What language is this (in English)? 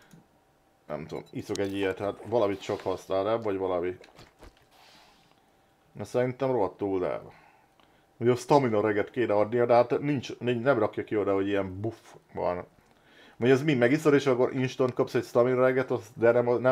Hungarian